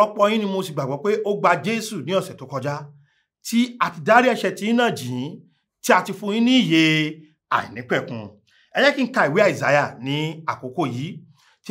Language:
Yoruba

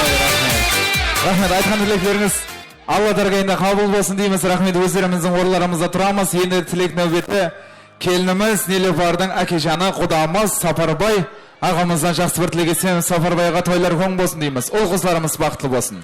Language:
Kara-Kalpak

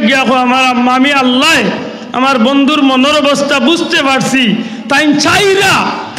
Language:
Sylheti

